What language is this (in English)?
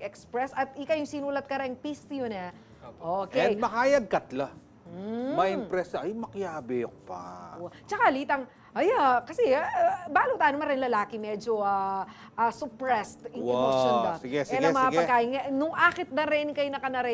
Pampanga